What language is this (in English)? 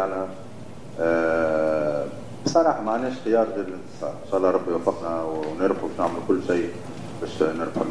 Tunisian Arabic